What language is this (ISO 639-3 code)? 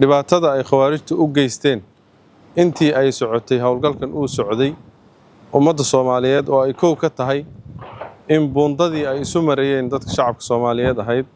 som